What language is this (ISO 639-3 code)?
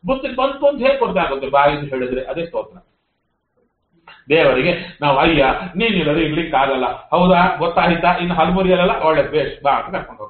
kan